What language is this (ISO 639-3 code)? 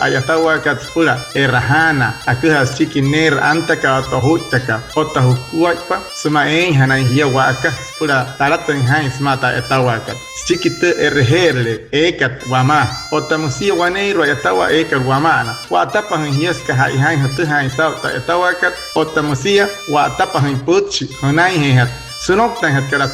guc